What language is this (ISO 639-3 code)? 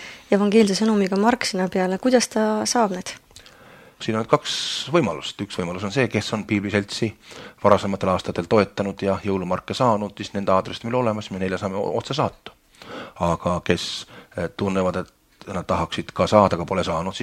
est